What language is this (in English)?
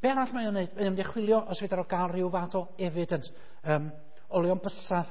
Welsh